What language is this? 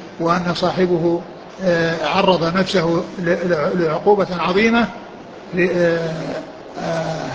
Arabic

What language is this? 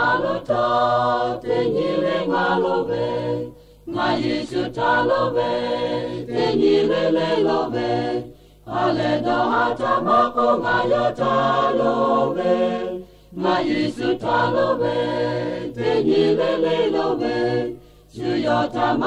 Lahu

